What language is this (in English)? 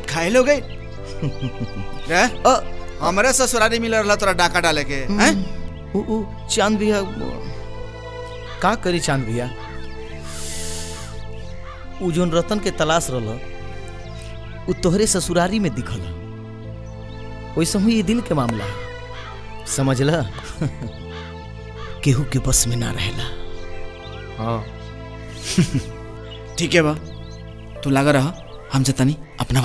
Bhojpuri